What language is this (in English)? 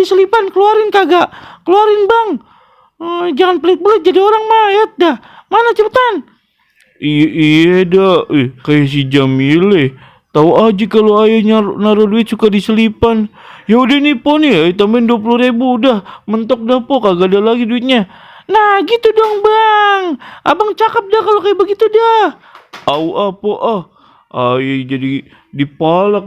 Betawi